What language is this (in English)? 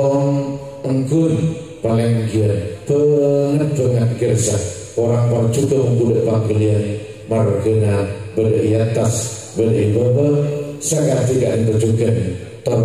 Madurese